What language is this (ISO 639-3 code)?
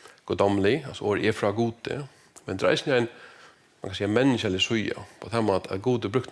fao